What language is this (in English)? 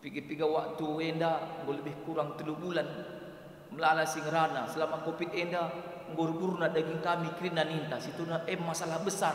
Batak Karo